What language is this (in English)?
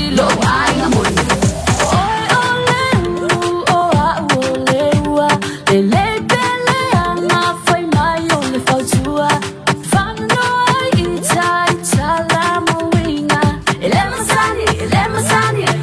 Samoan